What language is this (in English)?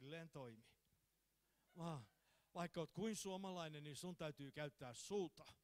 Finnish